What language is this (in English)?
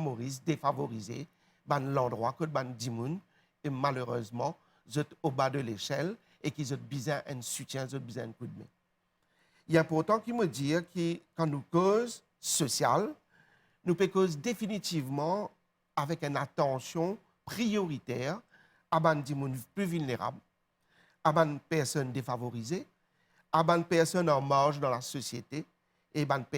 Morisyen